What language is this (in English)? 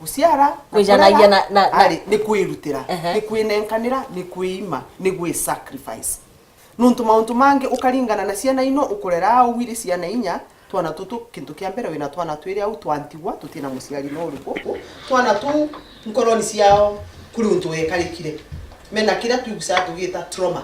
Meru